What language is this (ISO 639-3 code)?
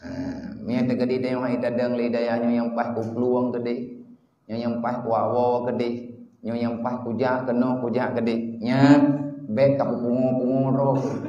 ace